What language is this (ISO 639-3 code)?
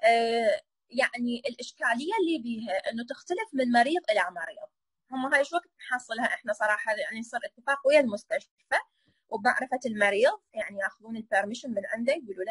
acm